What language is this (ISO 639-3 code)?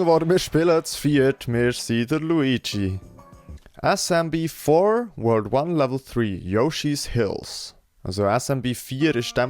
gsw